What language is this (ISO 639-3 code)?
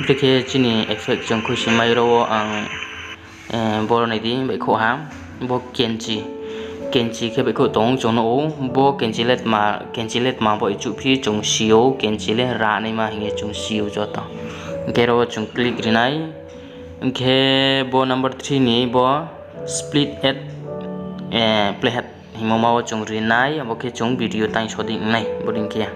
ria